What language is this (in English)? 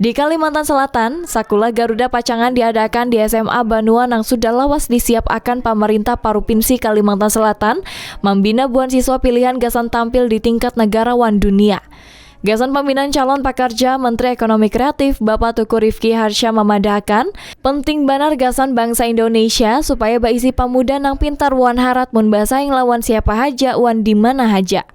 Banjar